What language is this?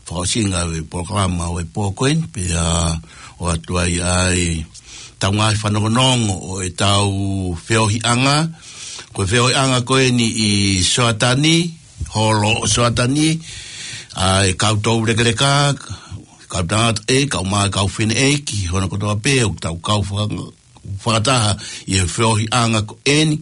Tongan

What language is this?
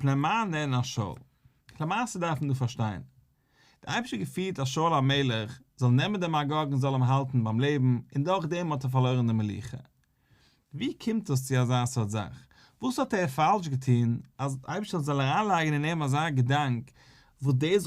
Yiddish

